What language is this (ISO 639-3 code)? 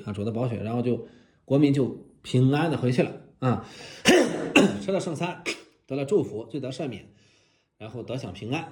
zho